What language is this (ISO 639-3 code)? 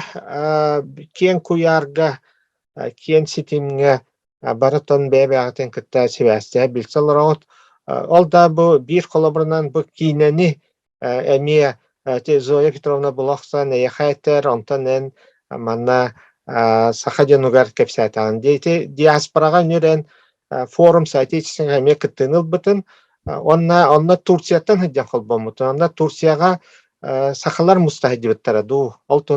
sah